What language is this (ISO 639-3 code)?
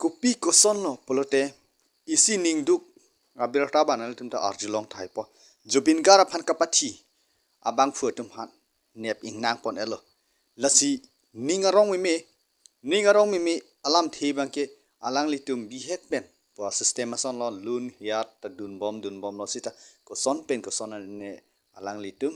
mjw